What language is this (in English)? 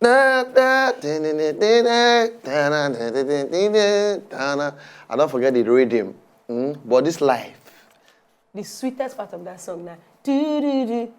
Nigerian Pidgin